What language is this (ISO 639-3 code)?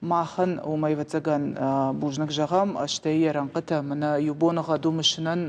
oss